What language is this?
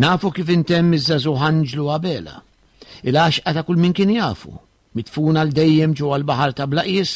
Maltese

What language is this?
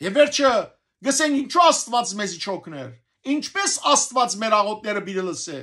Western Armenian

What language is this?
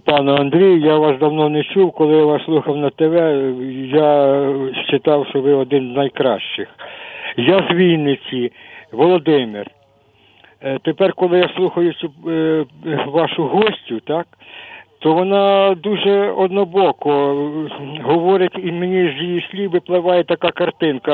Ukrainian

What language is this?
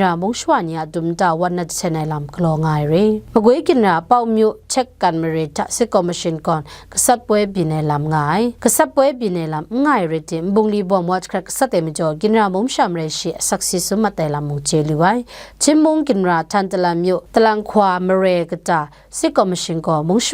Kachin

